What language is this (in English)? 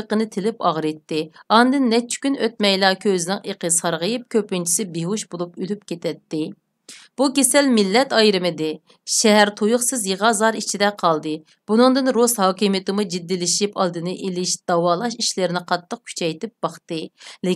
Uyghur